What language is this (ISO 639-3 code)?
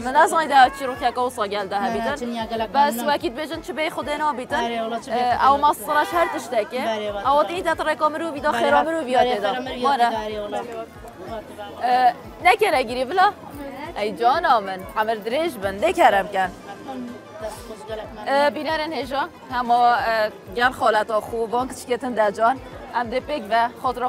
kur